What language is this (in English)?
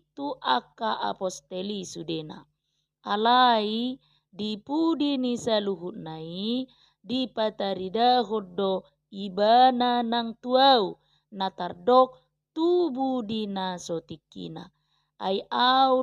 Batak Toba